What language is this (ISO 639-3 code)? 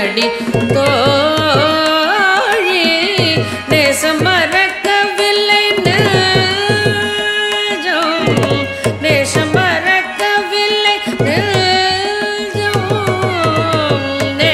tam